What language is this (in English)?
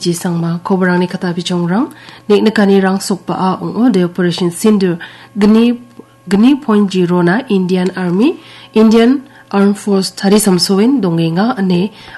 Garo